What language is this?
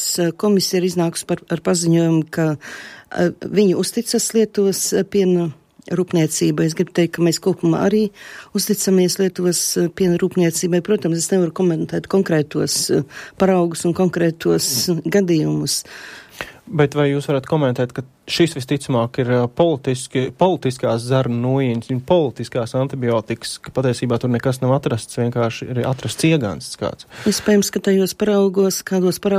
Latvian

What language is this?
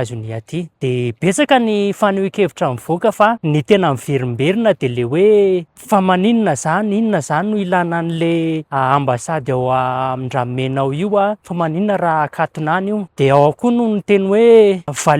Malagasy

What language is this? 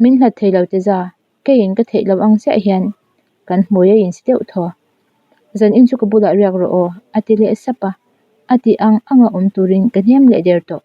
Mizo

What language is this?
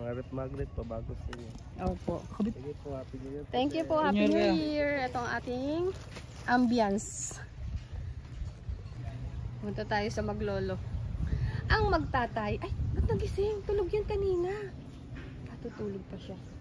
Filipino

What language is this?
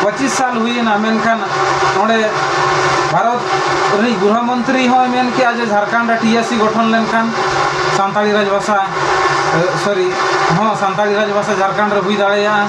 Santali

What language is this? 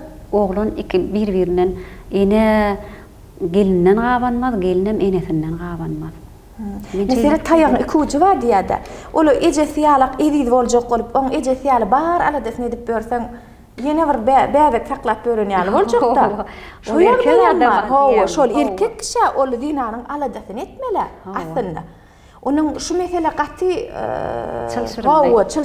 Turkmen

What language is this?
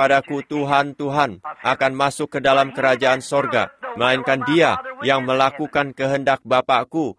Indonesian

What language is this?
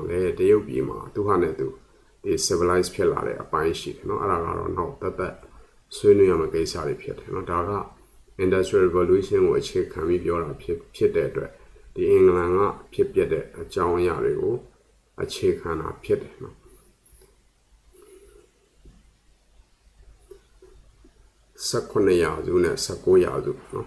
Burmese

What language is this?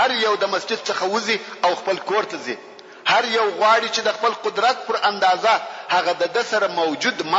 Pashto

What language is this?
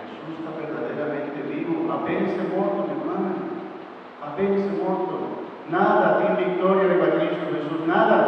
Papiamento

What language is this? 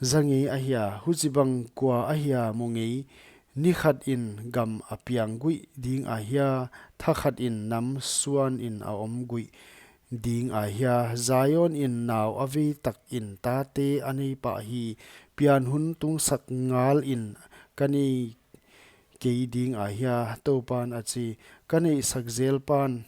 Paite Chin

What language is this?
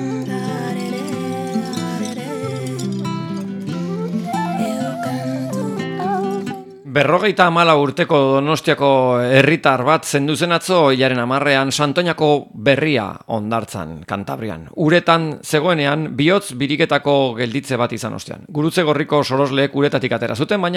Basque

